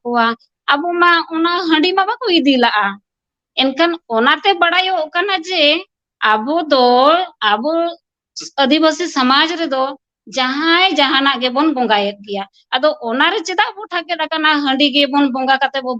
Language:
Santali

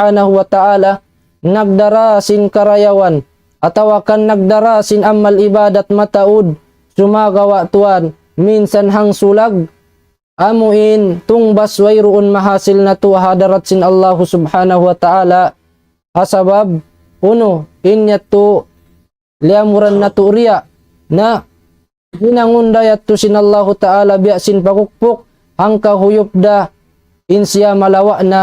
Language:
Tausug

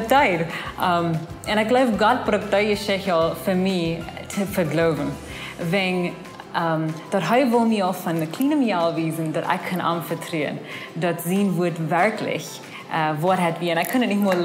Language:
Plautdietsch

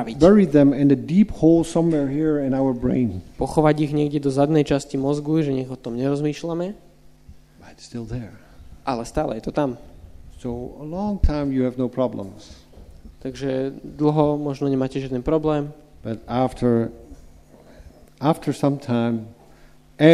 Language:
Slovak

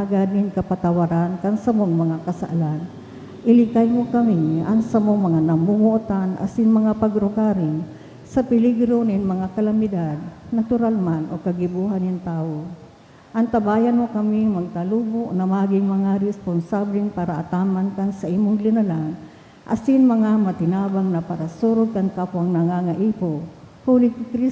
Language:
Bikol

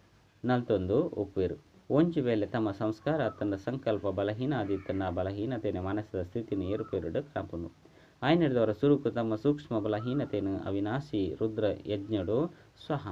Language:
Tulu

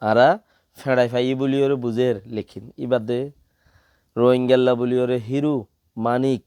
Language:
Rohingya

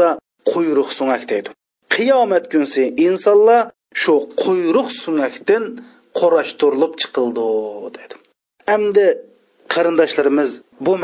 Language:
Uyghur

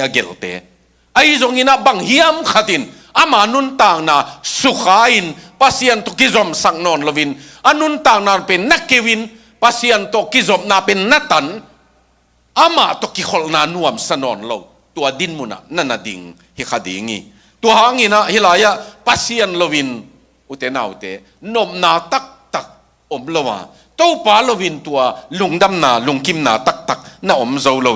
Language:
Tedim Chin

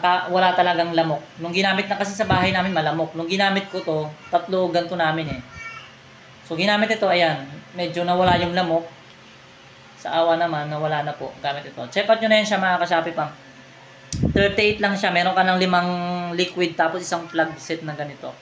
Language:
Filipino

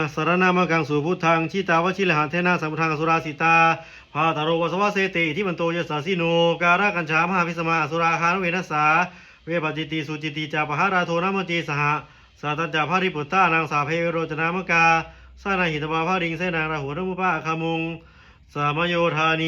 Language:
Pali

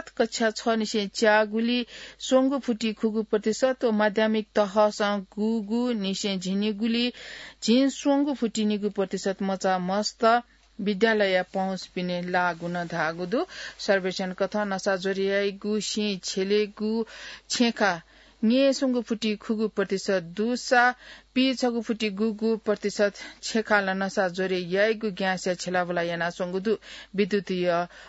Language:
Newari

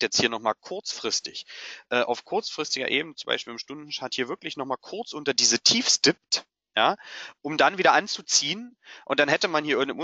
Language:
German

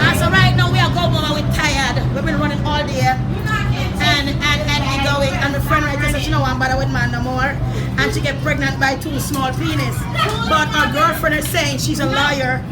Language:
Jamaican Creole English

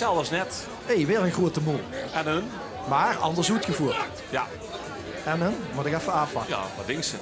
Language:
Limburgish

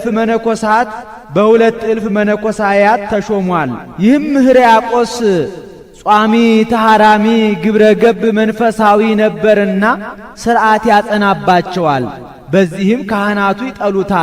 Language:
Amharic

